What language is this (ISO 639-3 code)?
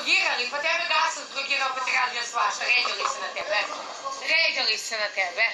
srp